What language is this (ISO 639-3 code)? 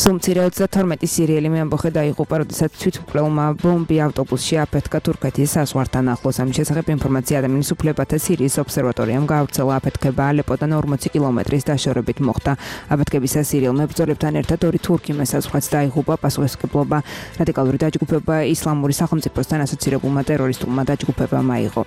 kat